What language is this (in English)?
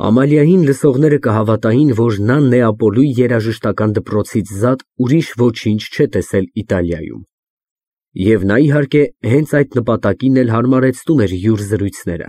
Armenian